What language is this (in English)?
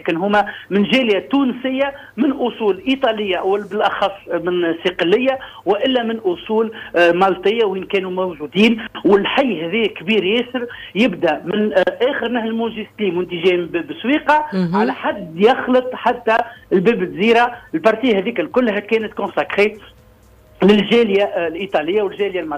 Tunisian Arabic